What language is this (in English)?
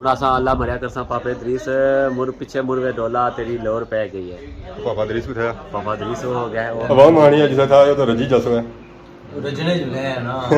Pahari-Potwari